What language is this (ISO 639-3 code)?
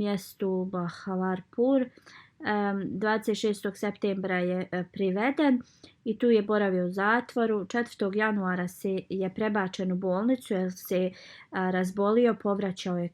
bos